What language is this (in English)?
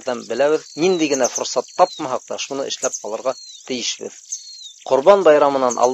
Bashkir